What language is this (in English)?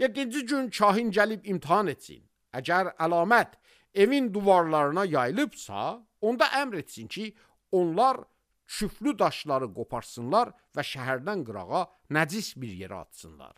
Azerbaijani